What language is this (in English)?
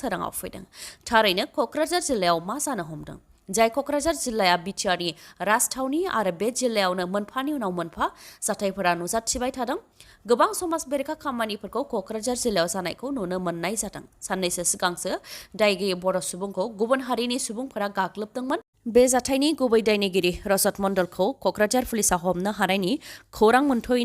Bodo